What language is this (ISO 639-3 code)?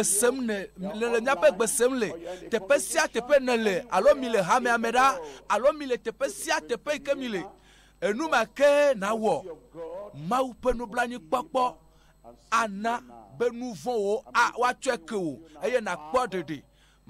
ewe